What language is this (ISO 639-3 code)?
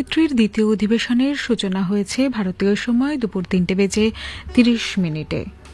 ben